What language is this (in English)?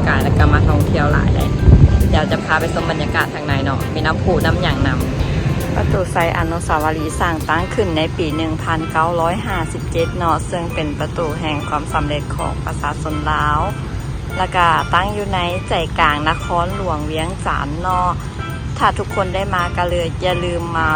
Lao